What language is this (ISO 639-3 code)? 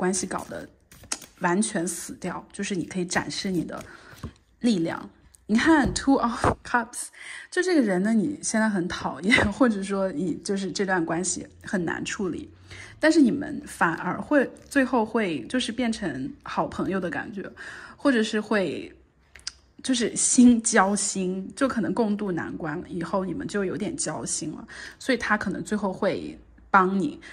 zho